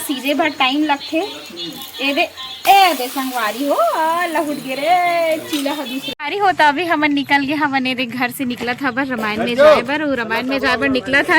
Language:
Chhattisgarhi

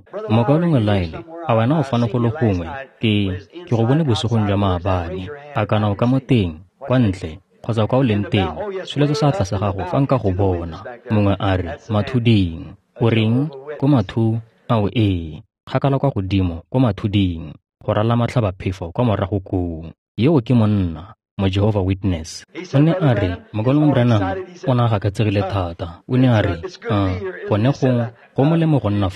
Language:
Tswana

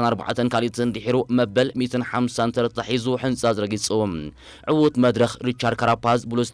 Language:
Tigrinya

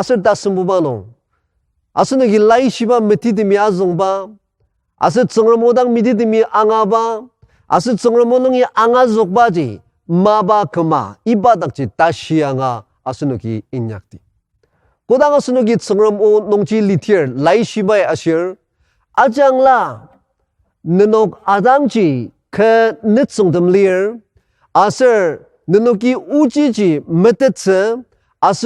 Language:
Ao Naga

